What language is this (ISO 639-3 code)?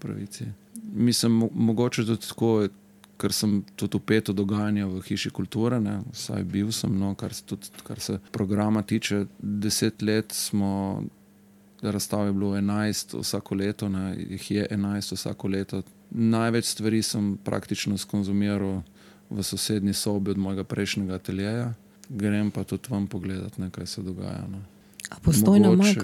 slv